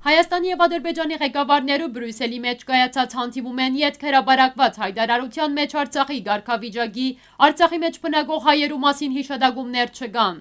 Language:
Western Armenian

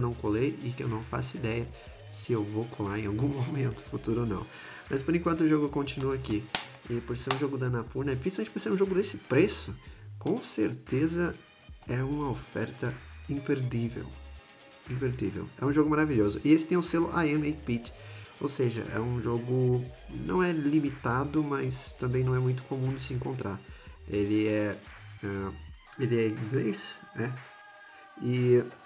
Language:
Portuguese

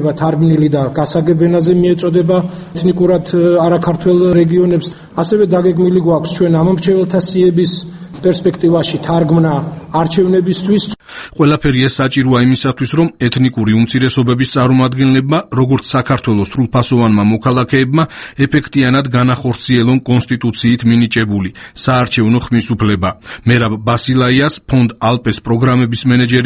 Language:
Georgian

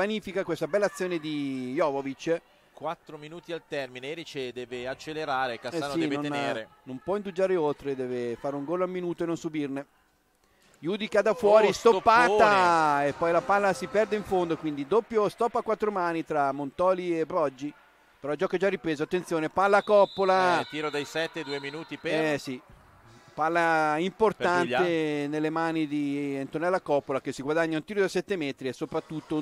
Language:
Italian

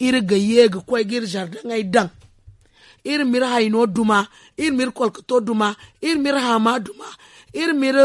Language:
Zarma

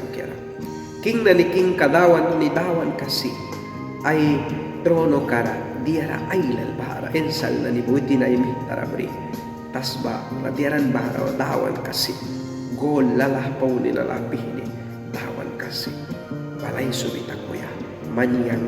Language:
Mískito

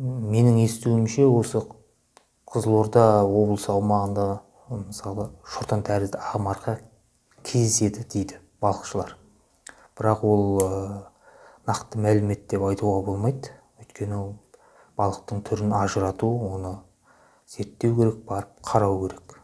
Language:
Kazakh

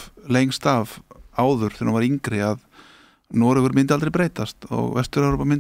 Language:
Icelandic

